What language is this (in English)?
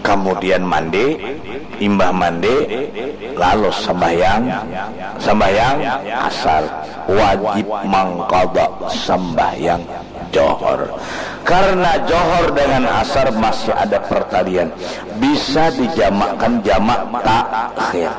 Banjar